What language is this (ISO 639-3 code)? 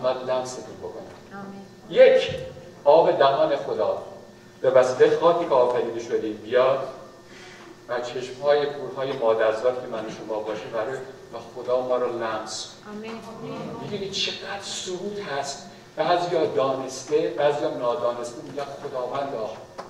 fas